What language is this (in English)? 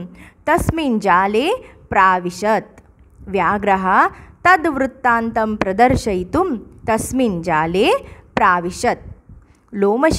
Sanskrit